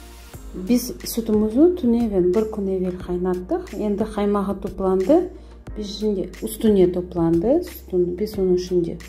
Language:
Crimean Tatar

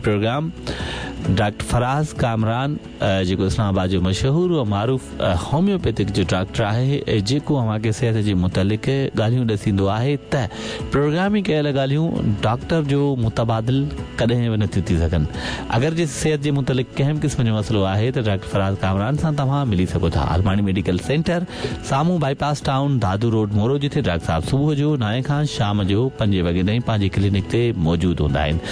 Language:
Sindhi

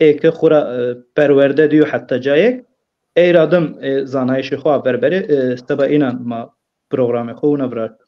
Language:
Zaza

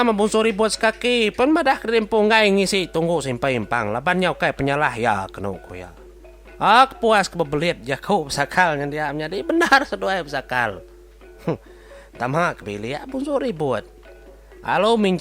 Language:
Iban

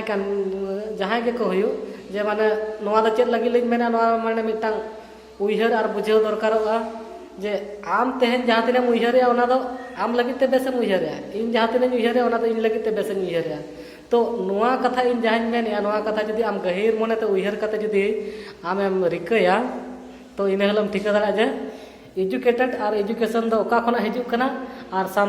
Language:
Santali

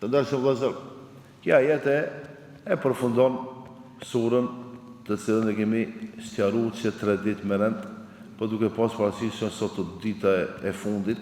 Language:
Albanian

